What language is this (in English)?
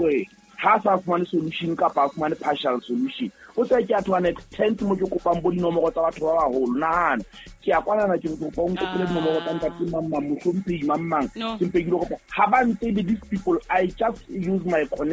Southern Sotho